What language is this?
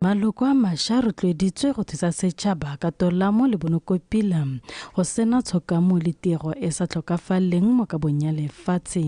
Tswana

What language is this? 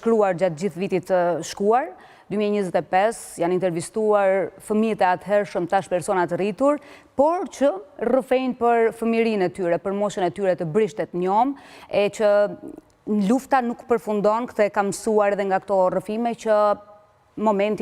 Albanian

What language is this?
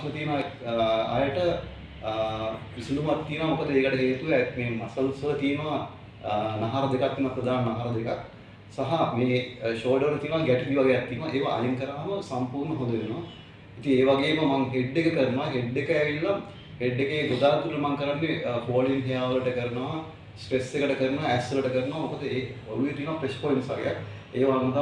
Sinhala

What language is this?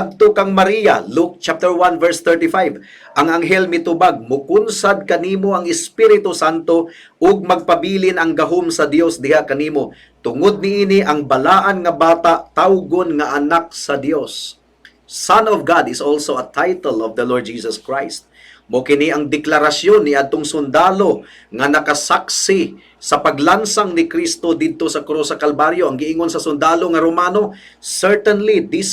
Cebuano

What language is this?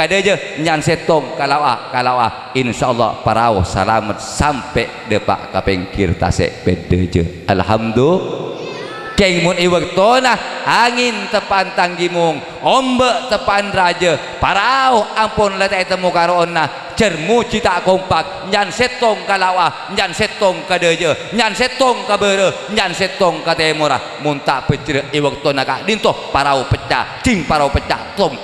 Madurese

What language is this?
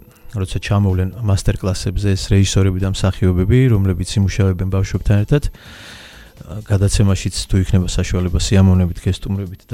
Georgian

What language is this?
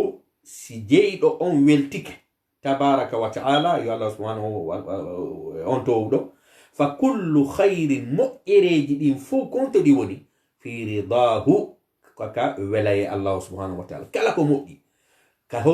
Fula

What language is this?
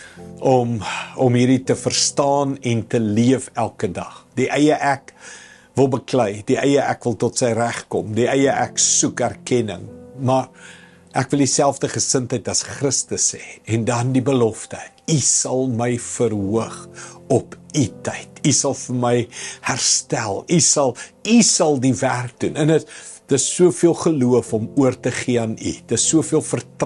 Afrikaans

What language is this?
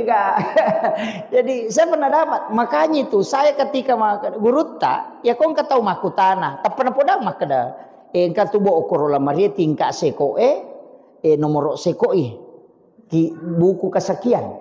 Buginese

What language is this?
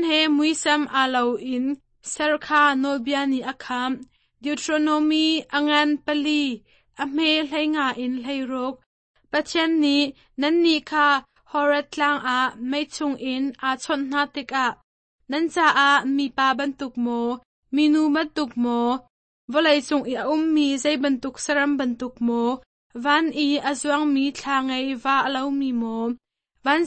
Hakha Chin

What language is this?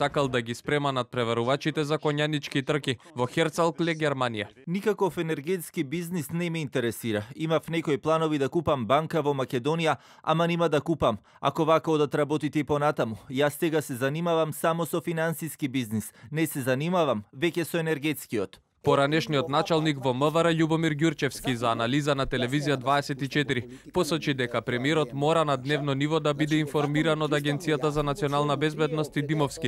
Macedonian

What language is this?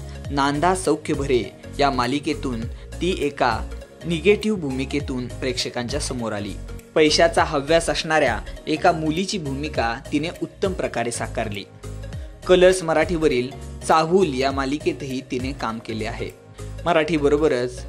Marathi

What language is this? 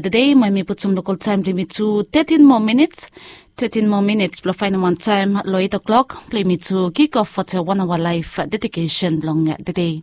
Bislama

